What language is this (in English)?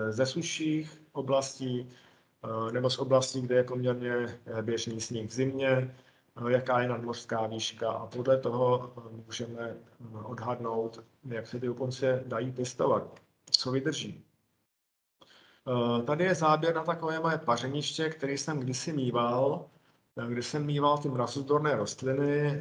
Czech